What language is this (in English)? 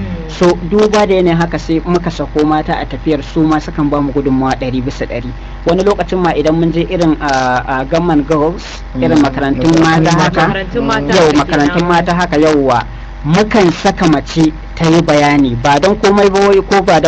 Hausa